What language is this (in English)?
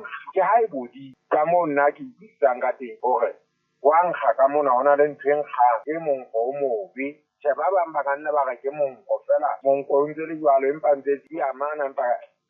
Southern Sotho